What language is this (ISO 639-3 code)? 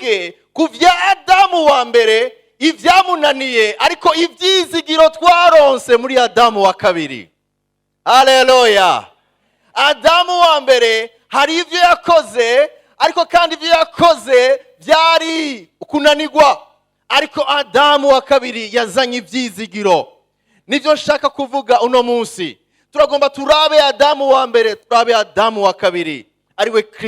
run